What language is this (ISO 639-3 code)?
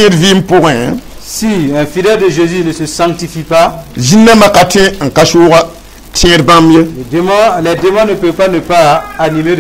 mos